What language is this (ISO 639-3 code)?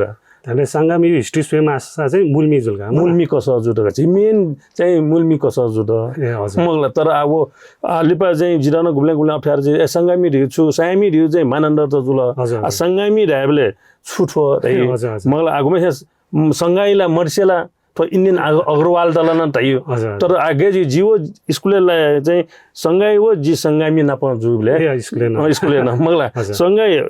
new